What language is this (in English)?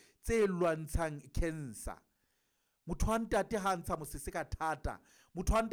Southern Sotho